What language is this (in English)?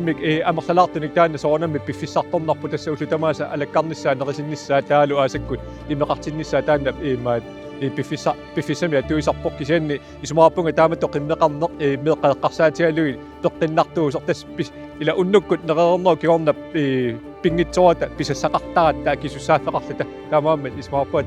Kalaallisut